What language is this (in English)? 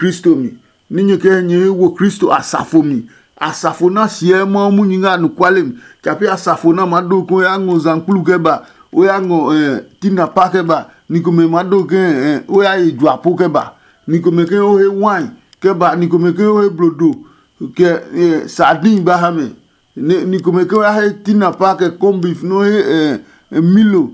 Adangme